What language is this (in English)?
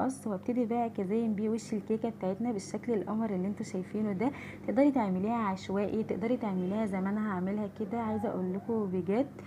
Egyptian Arabic